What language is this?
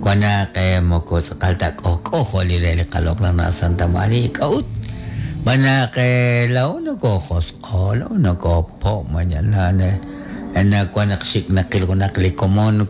Kekchí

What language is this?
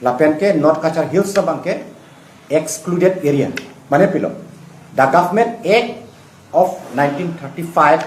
Karbi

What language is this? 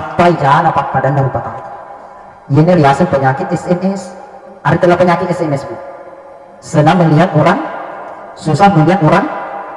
Buginese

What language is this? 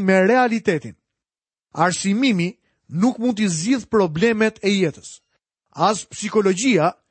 Albanian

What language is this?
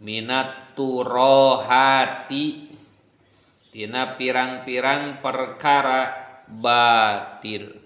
Sundanese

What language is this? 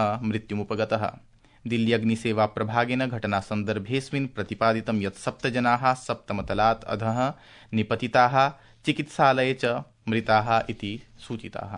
Sanskrit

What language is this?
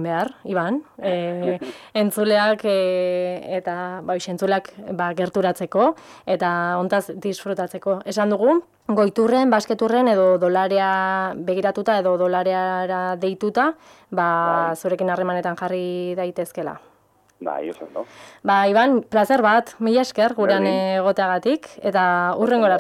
Basque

